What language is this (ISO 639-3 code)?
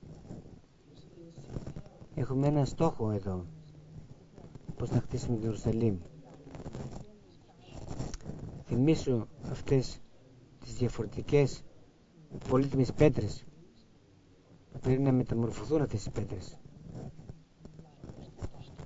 ell